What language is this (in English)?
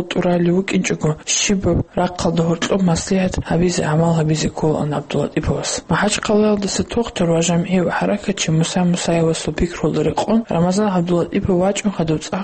Avaric